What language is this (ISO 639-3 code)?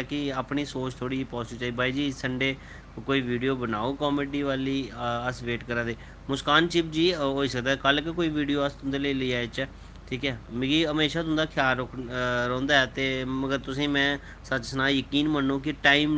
doi